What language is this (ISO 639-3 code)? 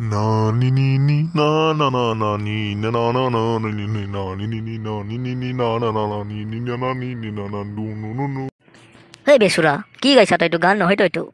asm